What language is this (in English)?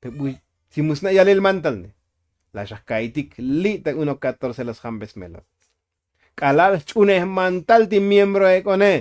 Tzotzil